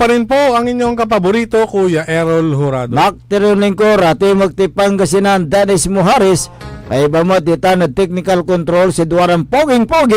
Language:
Pangasinan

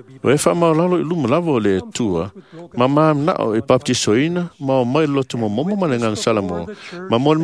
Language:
Samoan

